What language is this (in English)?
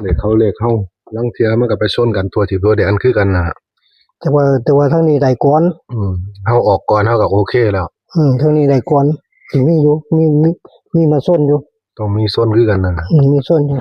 Northeastern Thai